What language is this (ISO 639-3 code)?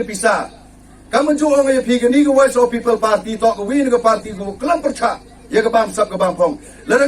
kha